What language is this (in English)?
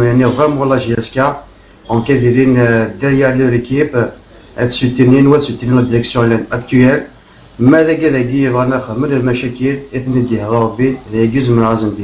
Kabyle